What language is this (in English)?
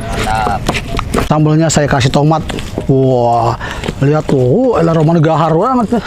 Betawi